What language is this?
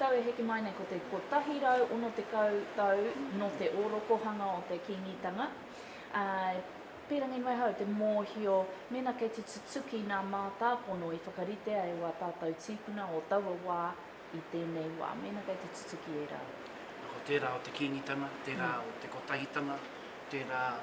Māori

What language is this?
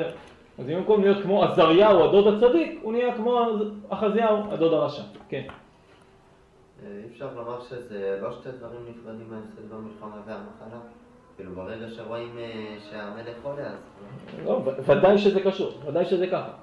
Hebrew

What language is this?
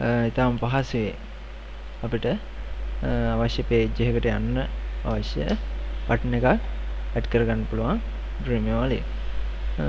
Sinhala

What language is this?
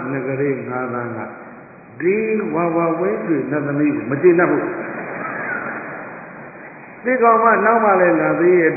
Burmese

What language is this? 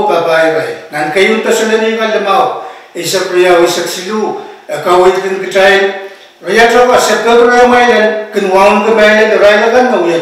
Pohnpeian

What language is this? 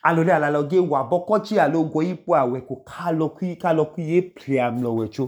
Idoma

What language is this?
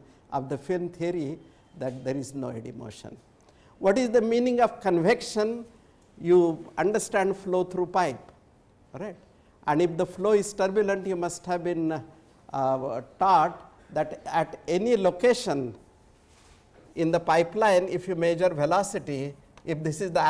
English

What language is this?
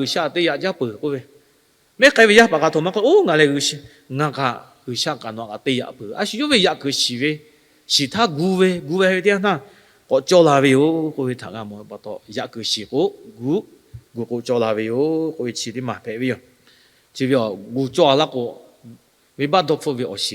Lahu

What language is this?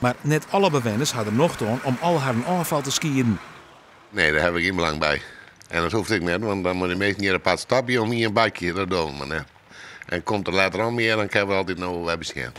Western Frisian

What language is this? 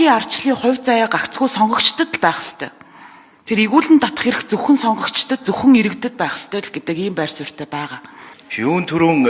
Mongolian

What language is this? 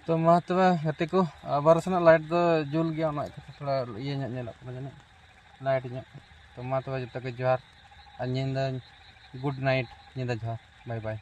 Santali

